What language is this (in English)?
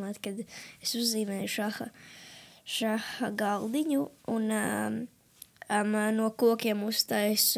Latvian